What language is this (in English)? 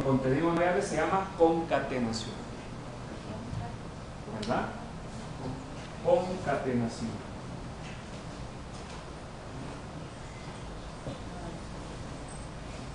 Spanish